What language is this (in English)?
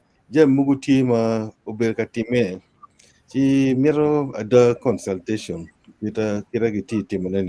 Acoli